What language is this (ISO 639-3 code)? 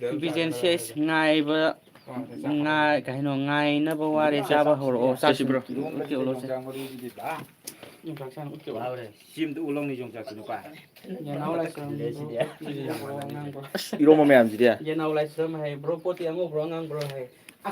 mni